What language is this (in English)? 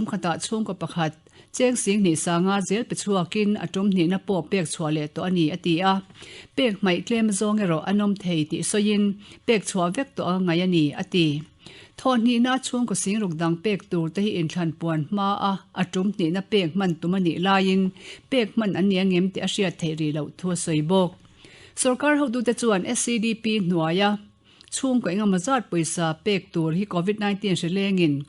Mizo